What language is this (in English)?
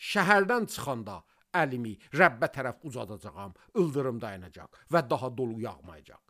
Azerbaijani